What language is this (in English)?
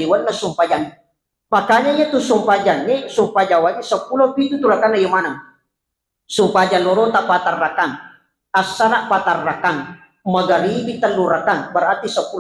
Buginese